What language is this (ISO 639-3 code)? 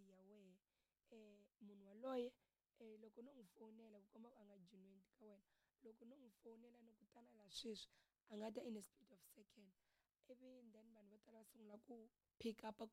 tso